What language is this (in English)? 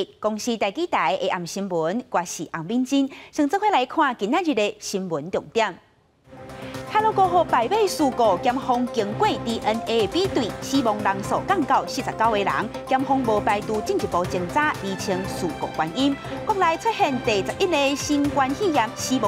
Min Nan Chinese